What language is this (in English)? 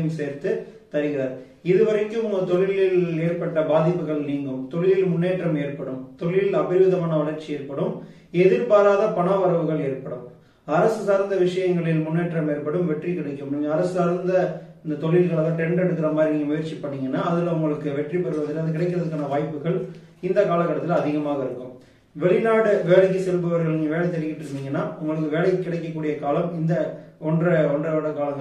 Tamil